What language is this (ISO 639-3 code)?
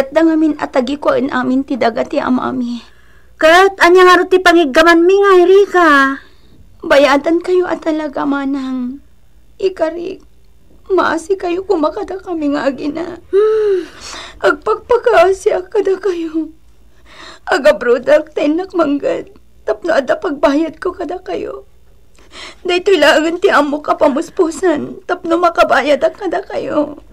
ilo